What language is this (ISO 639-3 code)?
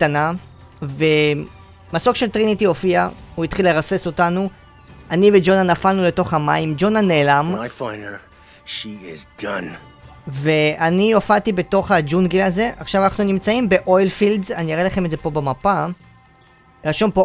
heb